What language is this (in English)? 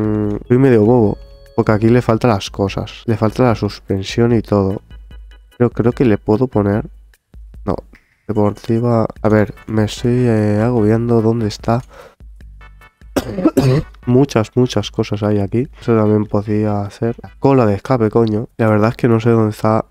Spanish